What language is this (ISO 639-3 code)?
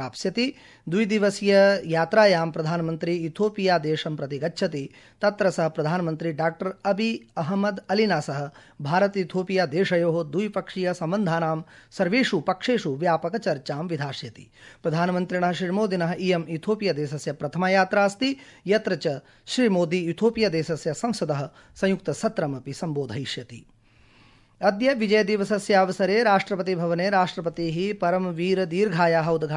san